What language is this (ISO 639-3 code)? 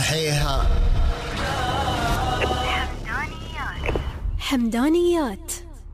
afb